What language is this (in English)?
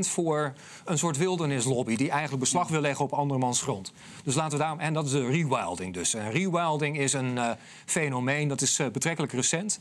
Dutch